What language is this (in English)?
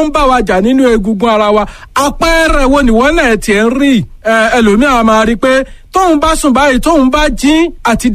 Yoruba